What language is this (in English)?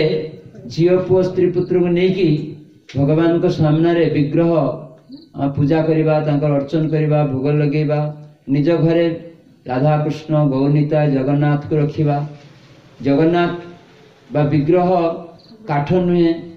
Odia